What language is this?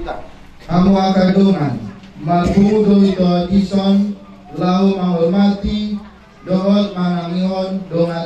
Batak Toba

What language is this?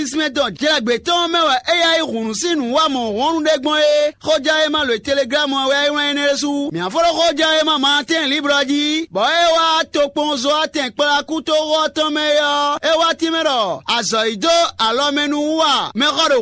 Fon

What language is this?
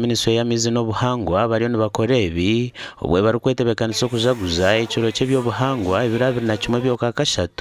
Nyankole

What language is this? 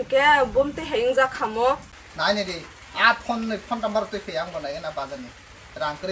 Kok Borok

